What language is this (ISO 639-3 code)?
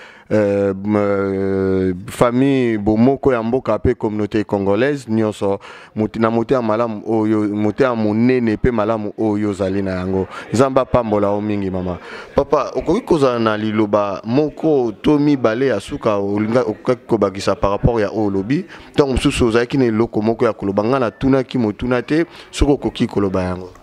lin